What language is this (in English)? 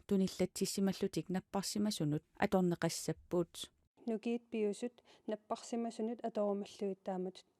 Kalaallisut